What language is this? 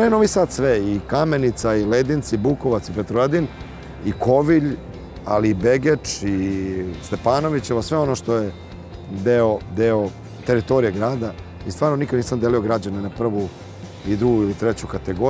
Serbian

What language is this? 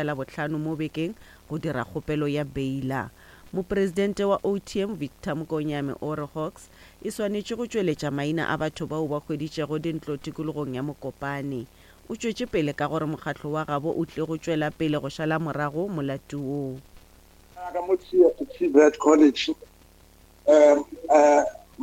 Northern Sotho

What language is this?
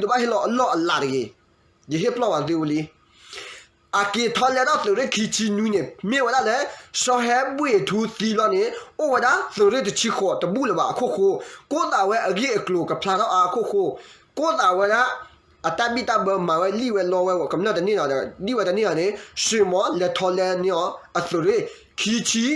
S'gaw Karen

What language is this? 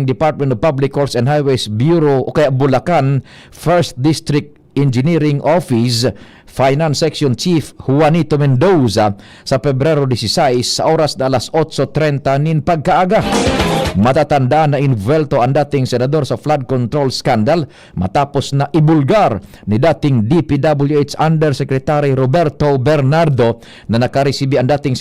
Bikol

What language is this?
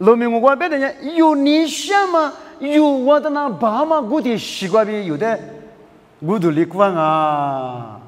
Lisu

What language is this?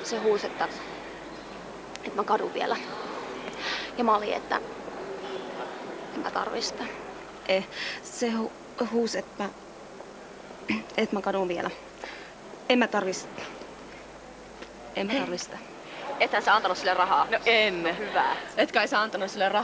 Finnish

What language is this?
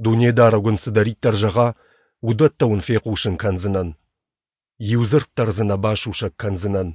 Ossetic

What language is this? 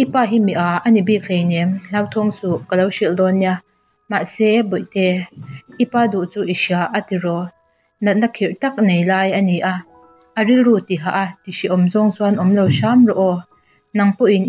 Mizo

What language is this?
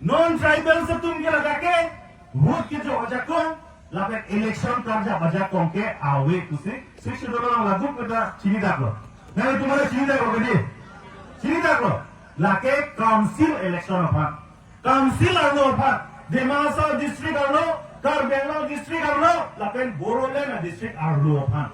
Karbi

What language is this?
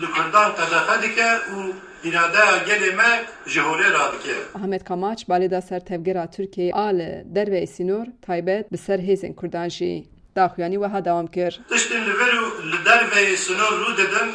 Kurdish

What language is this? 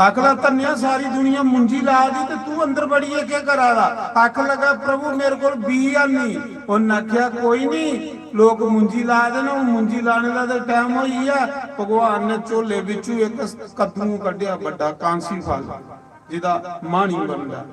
Dogri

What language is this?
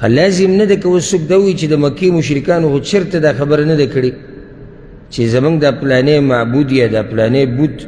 Pashto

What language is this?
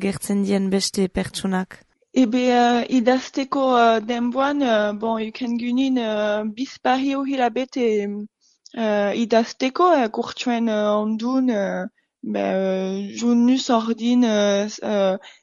Basque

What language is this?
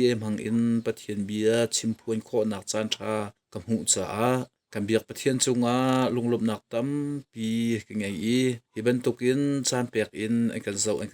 Hakha Chin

